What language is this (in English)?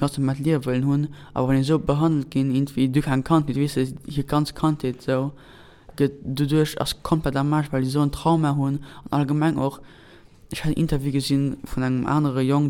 Luxembourgish